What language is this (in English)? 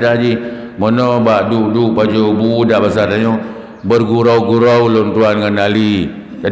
Achinese